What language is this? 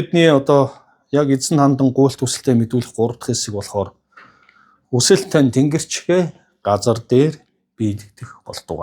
Mongolian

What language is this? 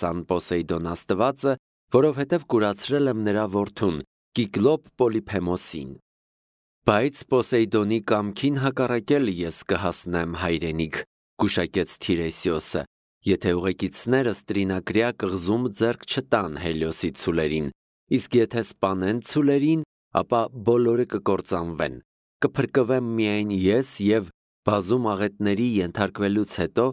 Armenian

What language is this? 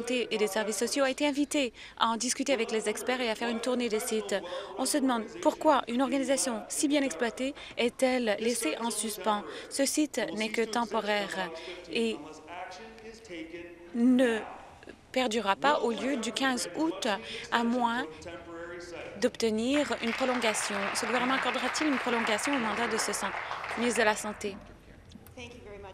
French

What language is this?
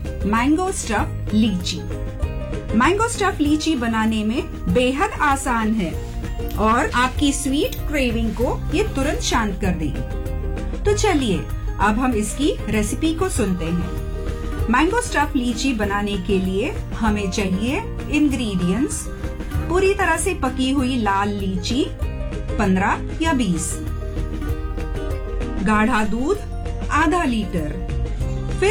Hindi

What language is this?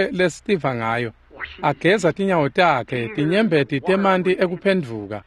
Swati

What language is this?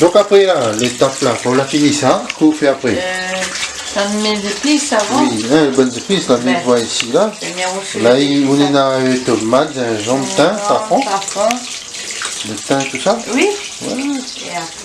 Réunion Creole French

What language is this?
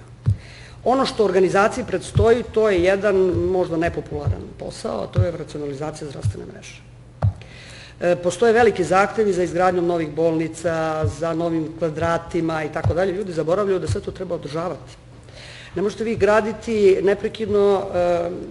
Serbian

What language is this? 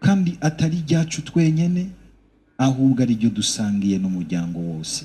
Rundi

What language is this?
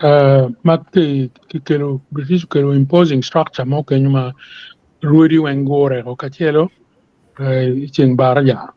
Acoli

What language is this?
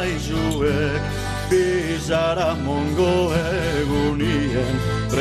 Basque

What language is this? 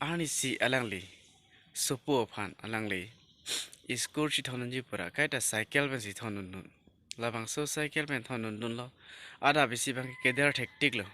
Karbi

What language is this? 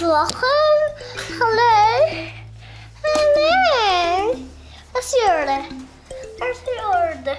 Western Frisian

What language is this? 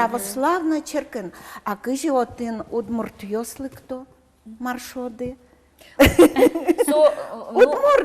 Udmurt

